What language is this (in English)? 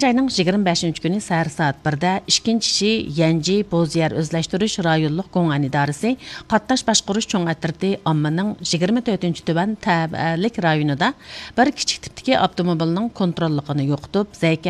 Uyghur